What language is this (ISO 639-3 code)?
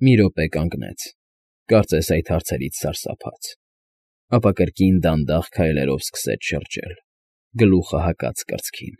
hye